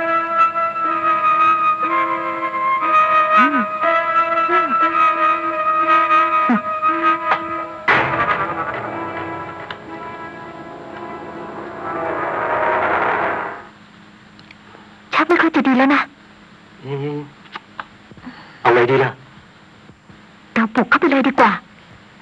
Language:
Thai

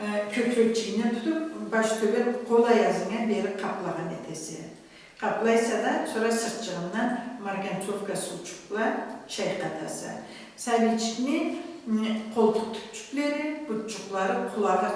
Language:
Karachay-Balkar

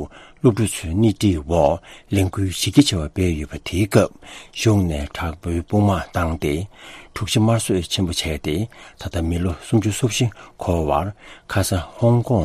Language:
Tibetan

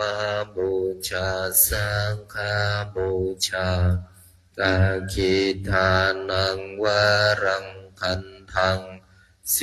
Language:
Pali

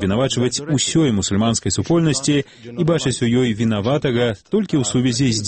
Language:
Belarusian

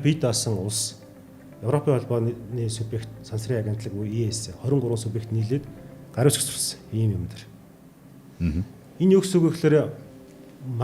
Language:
Mongolian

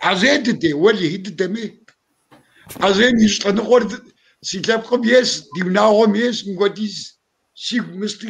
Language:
Kabardian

